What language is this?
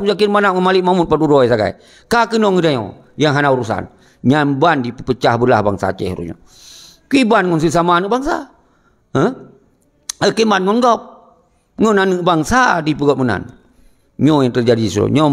Achinese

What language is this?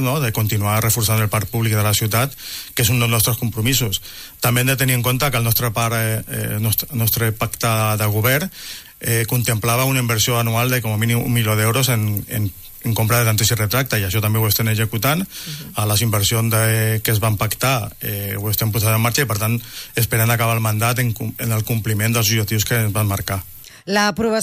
Catalan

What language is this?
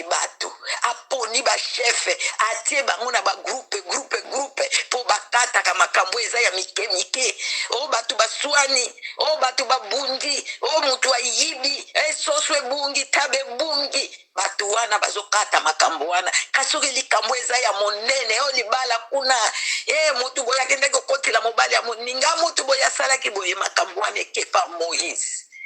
Lingala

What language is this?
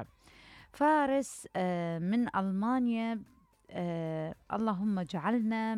Mesopotamian Arabic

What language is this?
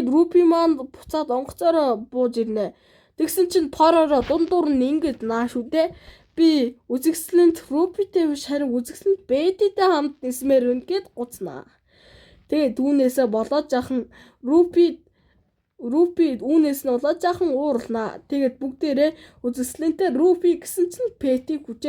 Mongolian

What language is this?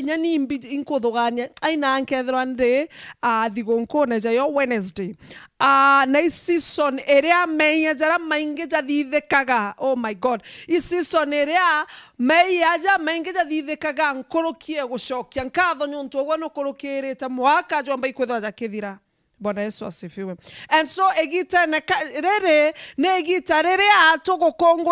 Meru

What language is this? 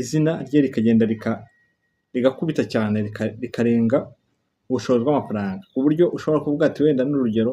Kinyarwanda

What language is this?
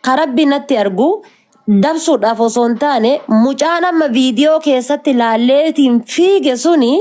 Oromo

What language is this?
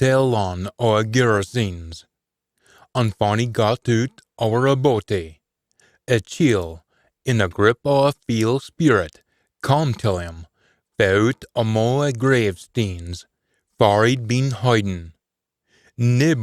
Scots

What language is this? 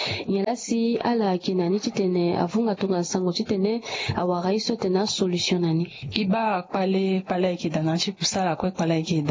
Sango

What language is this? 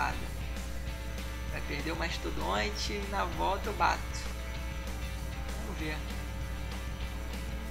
Portuguese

